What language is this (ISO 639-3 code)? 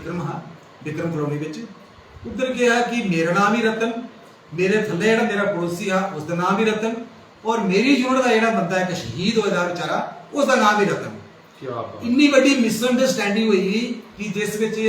doi